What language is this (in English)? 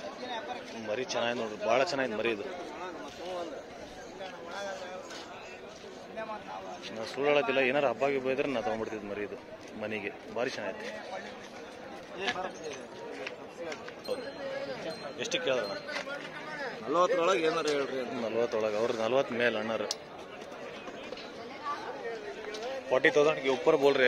Kannada